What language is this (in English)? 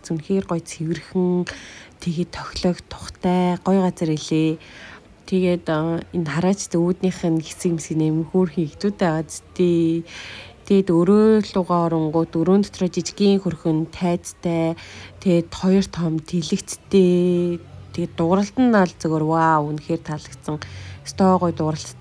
Mongolian